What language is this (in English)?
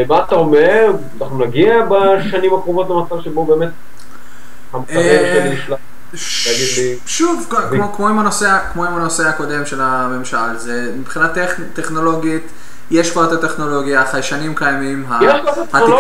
Hebrew